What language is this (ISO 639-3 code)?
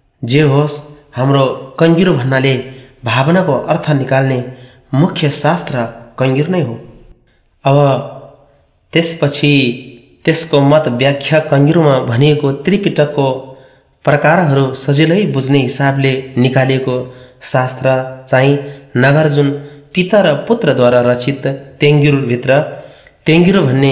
nep